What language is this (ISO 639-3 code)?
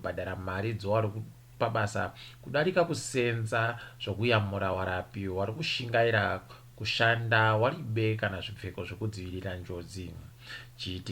ndc